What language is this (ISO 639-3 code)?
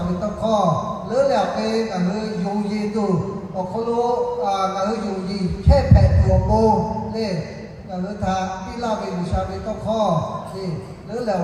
lhu